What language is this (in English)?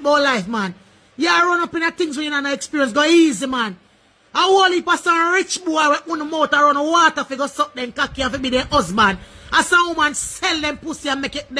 Jamaican Creole English